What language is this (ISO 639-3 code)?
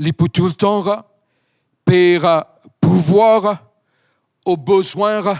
mfe